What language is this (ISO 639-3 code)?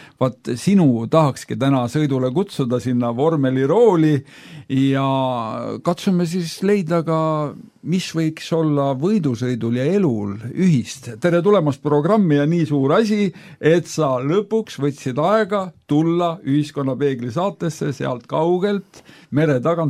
est